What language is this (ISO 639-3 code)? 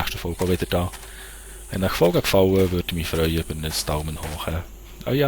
gsw